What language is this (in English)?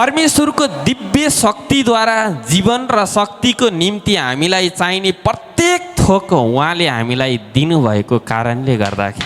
Nepali